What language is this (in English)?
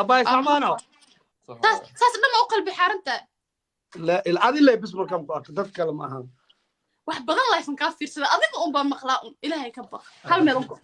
Somali